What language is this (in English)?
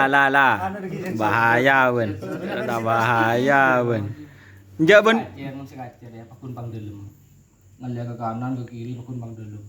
Madurese